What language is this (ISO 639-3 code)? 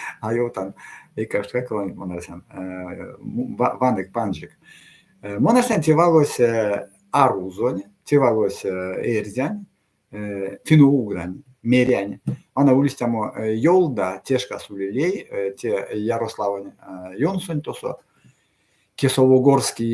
myv